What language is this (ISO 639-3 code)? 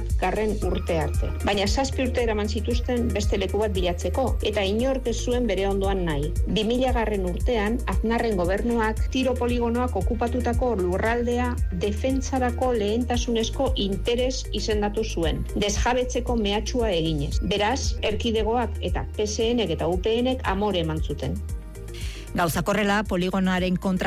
eus